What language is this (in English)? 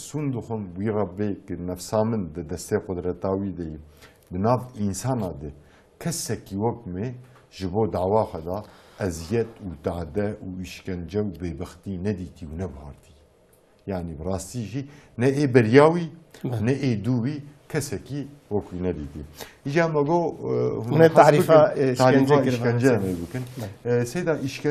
Kurdish